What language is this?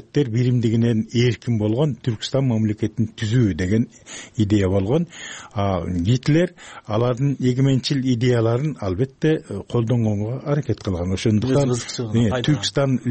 Kyrgyz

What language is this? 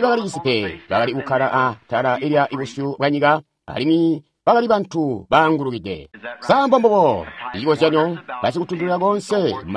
Tonga (Zambia)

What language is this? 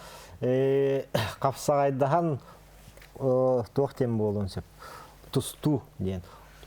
Yakut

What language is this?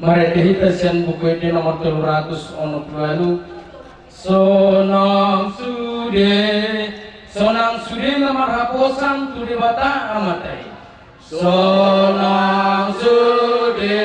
Batak Toba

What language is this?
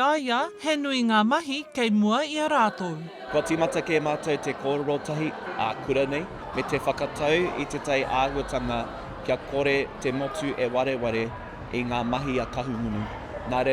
Māori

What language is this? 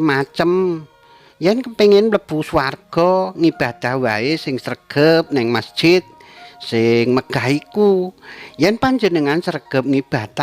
Javanese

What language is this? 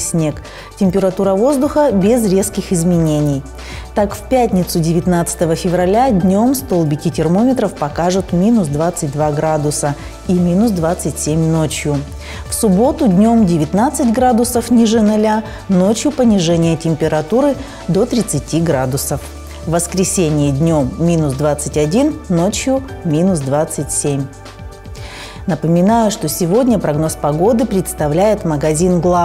Russian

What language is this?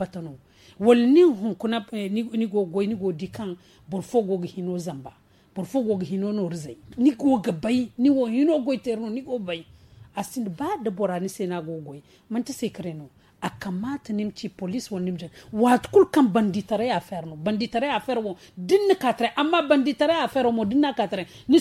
Zarma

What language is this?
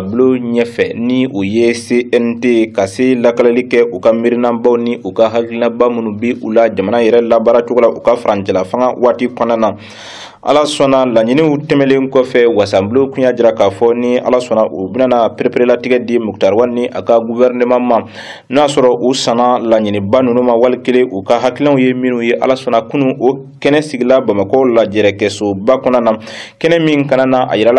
Bambara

